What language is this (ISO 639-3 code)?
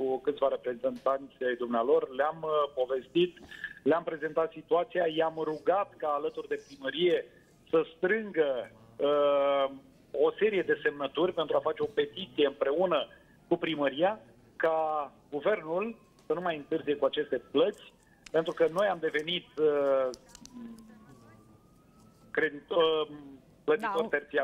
ron